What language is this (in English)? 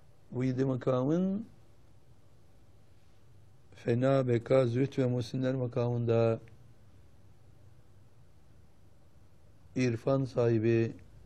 Turkish